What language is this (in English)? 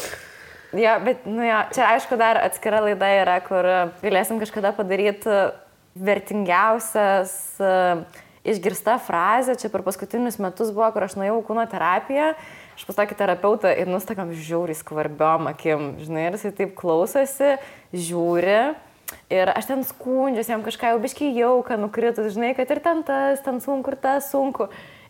Lithuanian